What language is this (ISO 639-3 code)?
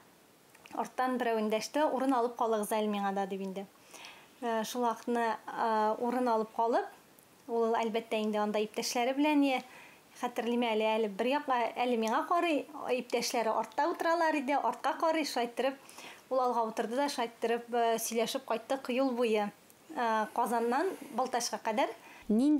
tat